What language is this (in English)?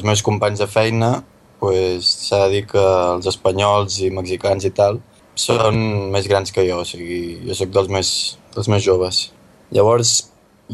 Catalan